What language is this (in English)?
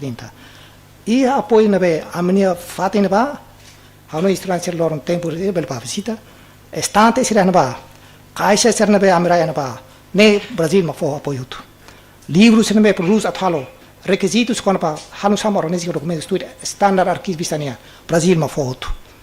Tetum